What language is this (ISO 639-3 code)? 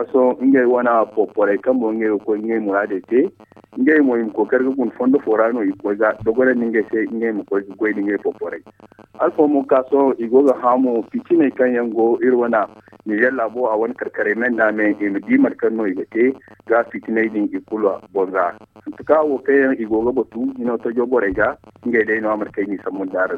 dje